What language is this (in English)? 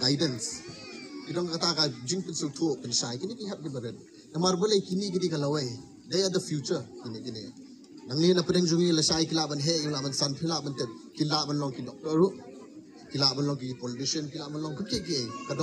Khasi